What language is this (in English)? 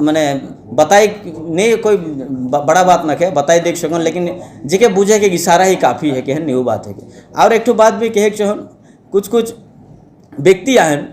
Sadri